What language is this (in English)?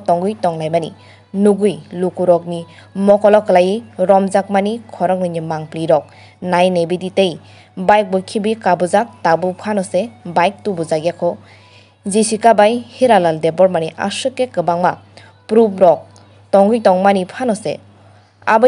Kok Borok